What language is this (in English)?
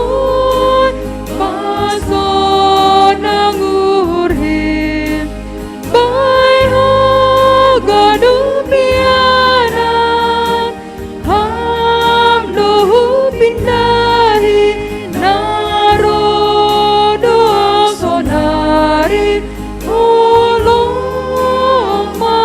Batak Simalungun